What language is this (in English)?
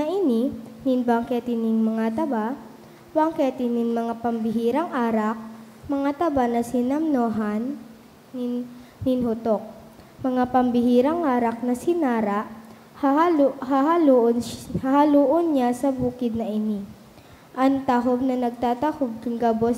Bikol